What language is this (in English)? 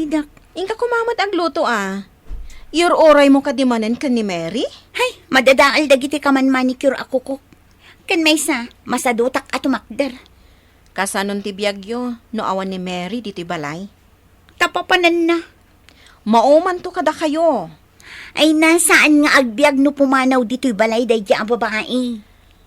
Iloko